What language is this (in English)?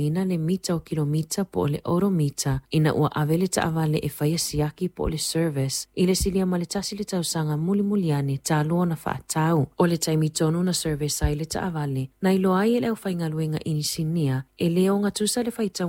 Samoan